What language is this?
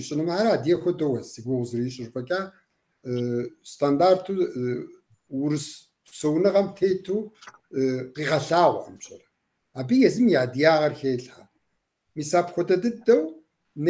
Kabardian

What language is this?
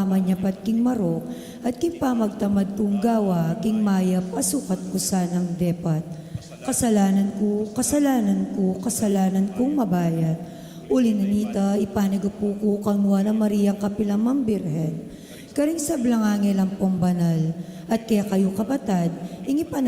Pampanga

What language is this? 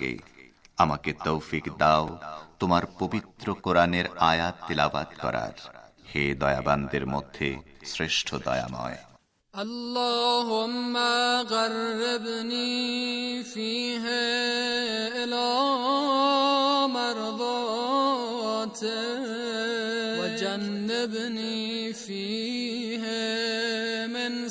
Bangla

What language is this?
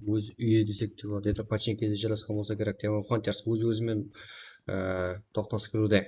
Kara-Kalpak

